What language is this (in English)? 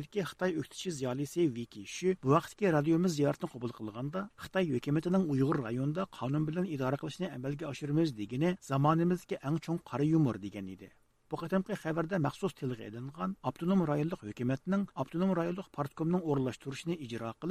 Uyghur